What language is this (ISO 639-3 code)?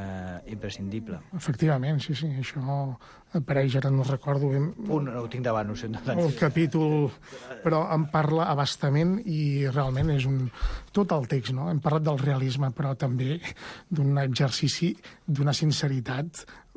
cat